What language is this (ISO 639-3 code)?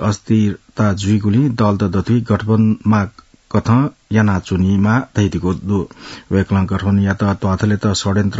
new